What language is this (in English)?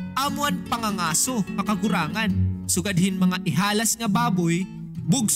Waray